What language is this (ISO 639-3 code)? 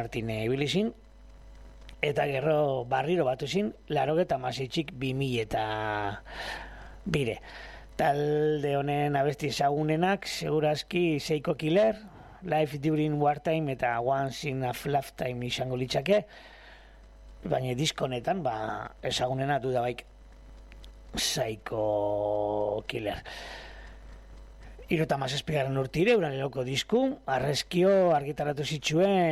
eus